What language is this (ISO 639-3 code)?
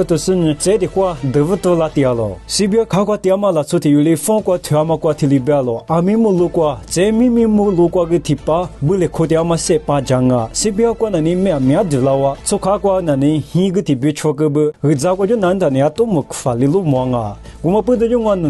lis